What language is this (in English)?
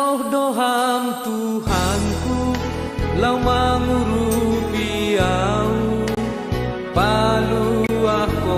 Batak Simalungun